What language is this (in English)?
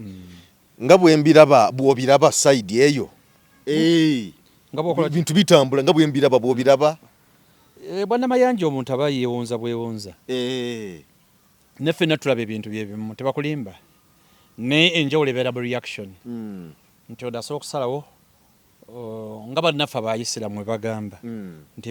Ganda